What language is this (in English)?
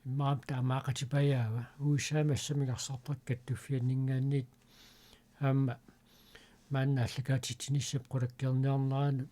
Kalaallisut